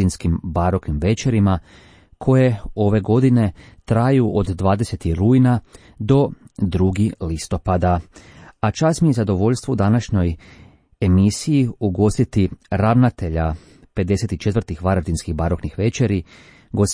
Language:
Croatian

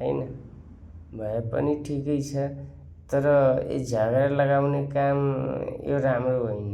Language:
Nepali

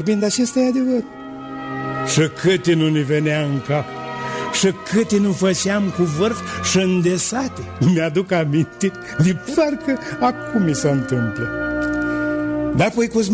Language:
Romanian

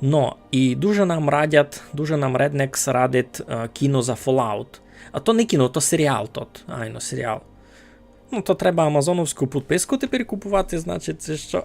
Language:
Rusyn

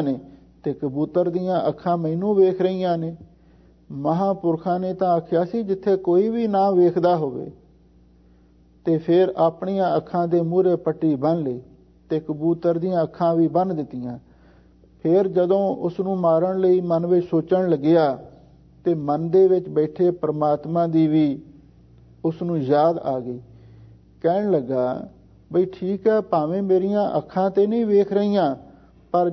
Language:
Punjabi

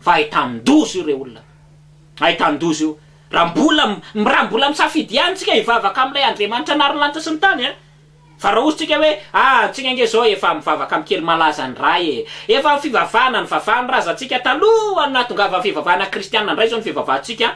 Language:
Malagasy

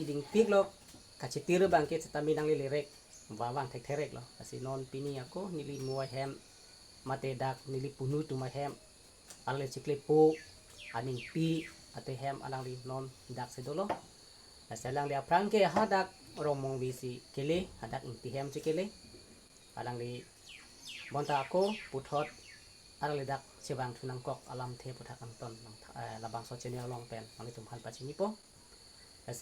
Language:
Karbi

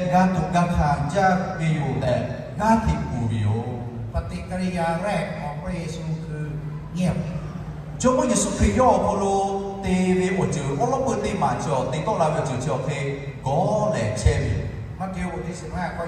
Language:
Lahu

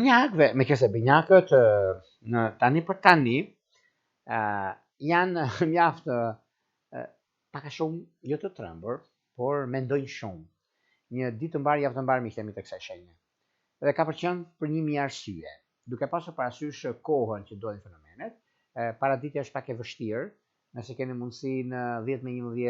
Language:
Albanian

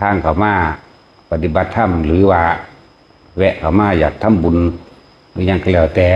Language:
Northeastern Thai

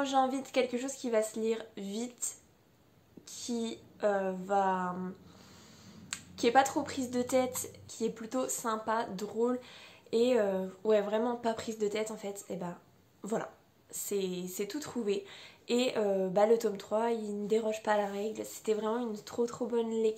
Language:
French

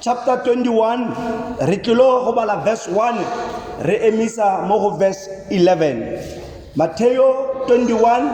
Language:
Tswana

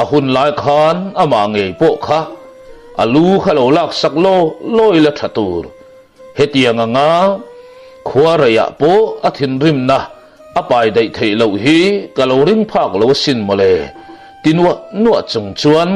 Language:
Mizo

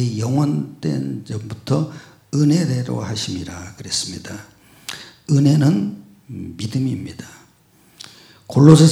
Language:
Korean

